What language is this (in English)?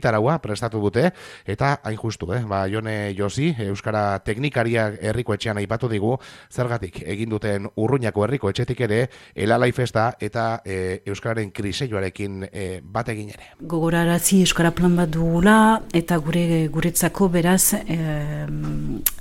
Basque